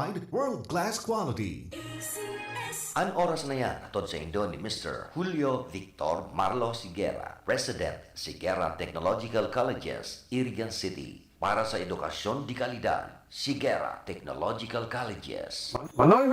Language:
Bikol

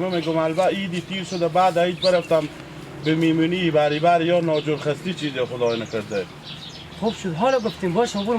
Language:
Hazaragi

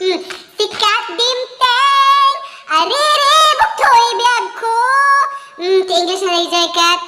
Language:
Iloko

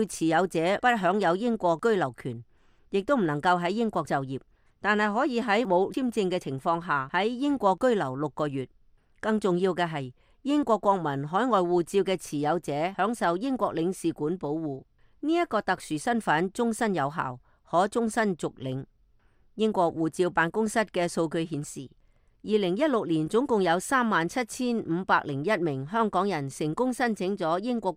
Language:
Cantonese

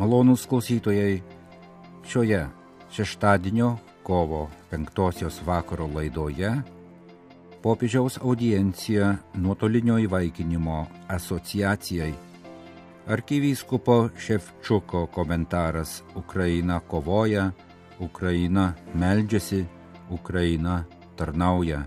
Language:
Lithuanian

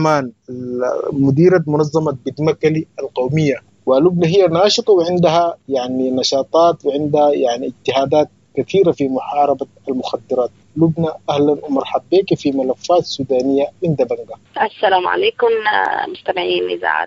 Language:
Sudanese Arabic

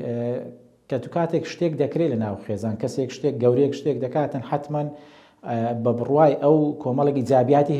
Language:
Central Kurdish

